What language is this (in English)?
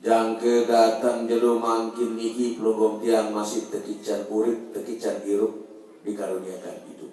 Sasak